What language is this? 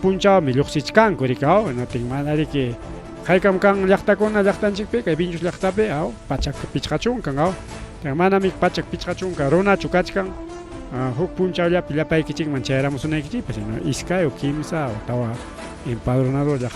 Ayacucho Quechua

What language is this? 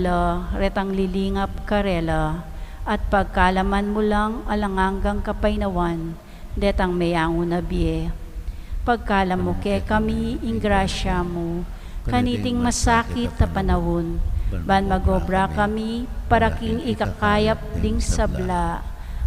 Pampanga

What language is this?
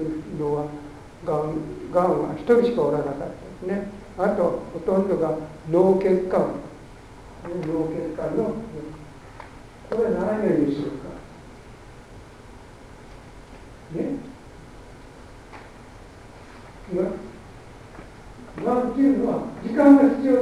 Japanese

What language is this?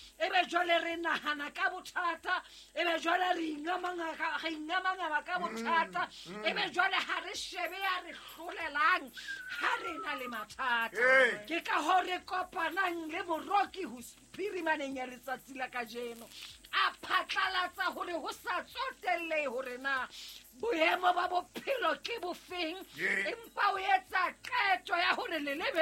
Southern Sotho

